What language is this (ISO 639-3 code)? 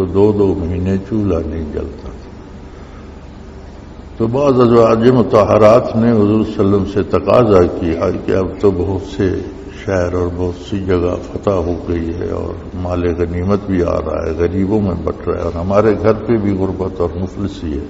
urd